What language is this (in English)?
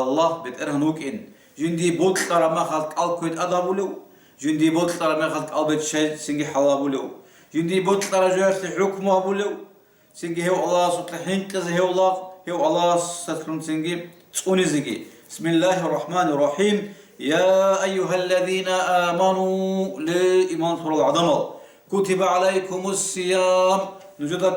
Avaric